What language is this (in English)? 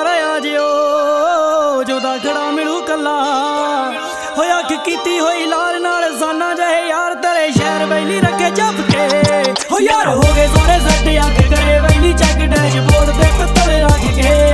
Punjabi